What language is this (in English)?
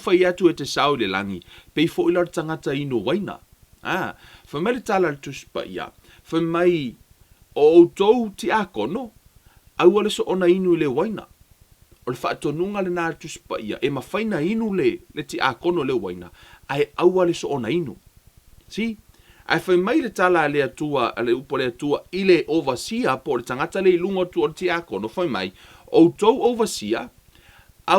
Samoan